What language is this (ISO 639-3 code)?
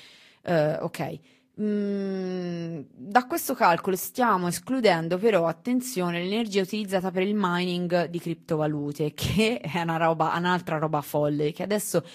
ita